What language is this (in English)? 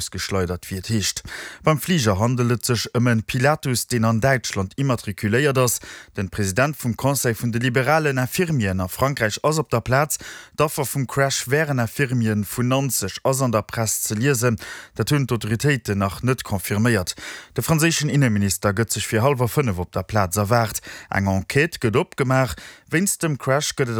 Luxembourgish